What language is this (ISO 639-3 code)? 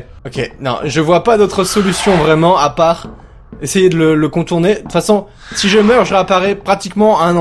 fra